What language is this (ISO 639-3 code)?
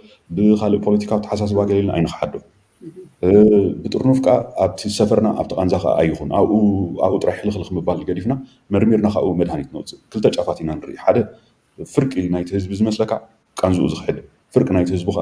tir